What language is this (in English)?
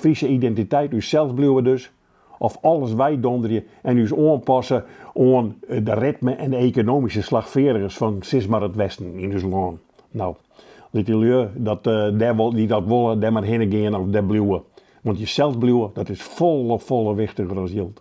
Western Frisian